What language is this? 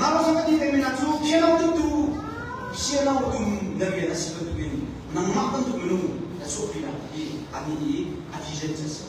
Hakha Chin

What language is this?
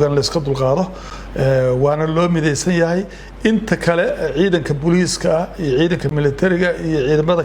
Somali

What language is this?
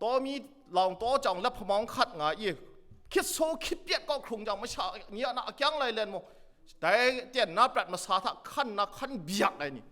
Kachin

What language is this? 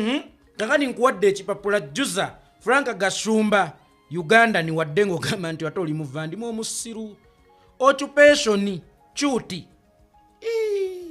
Ganda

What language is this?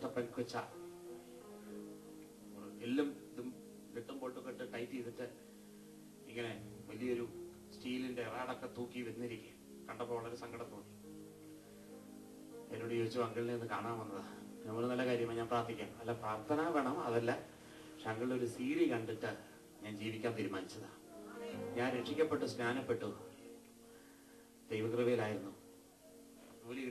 Malayalam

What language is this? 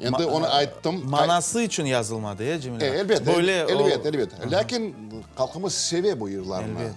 Crimean Tatar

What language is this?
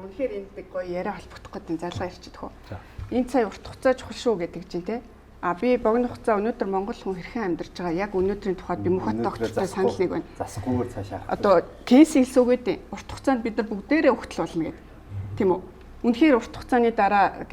Mongolian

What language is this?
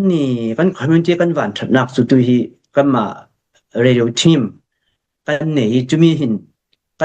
Falam Chin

